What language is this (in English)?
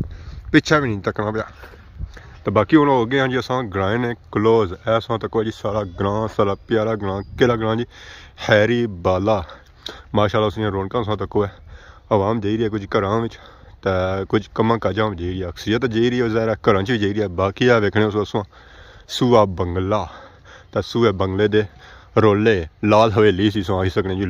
Pahari-Potwari